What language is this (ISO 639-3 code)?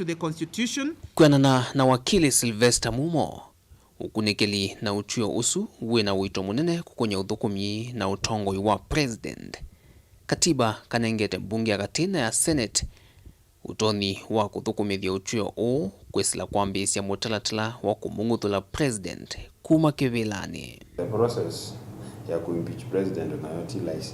kam